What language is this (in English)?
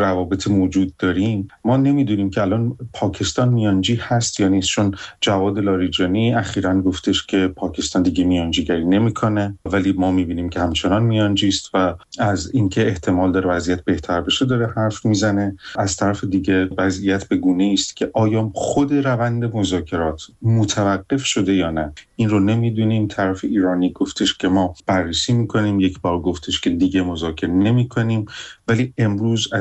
Persian